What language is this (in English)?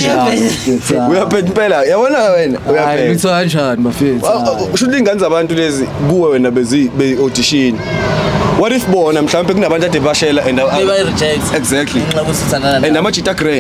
Zulu